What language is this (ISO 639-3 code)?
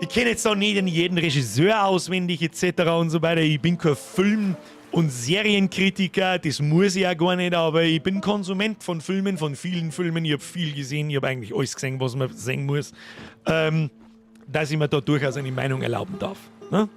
bar